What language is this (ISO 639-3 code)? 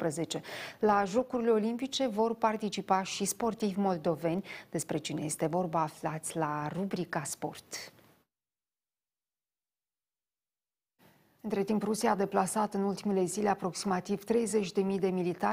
ron